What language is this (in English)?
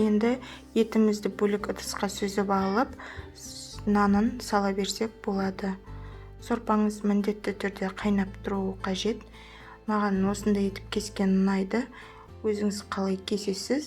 Kazakh